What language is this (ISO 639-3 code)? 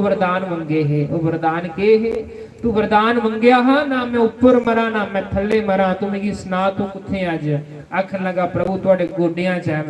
doi